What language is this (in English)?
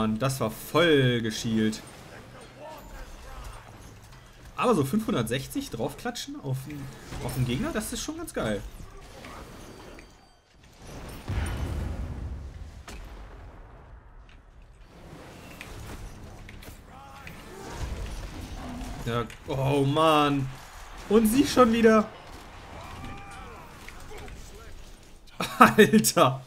German